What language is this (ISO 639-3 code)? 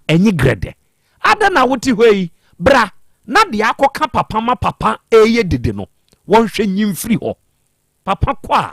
aka